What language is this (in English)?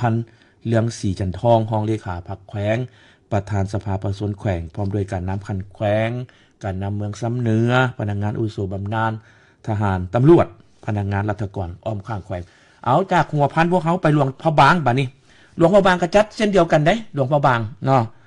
Lao